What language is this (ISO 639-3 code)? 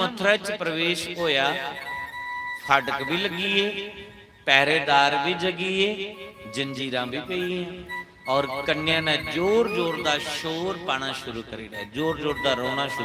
doi